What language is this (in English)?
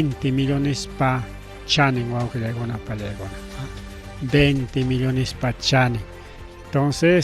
Ayacucho Quechua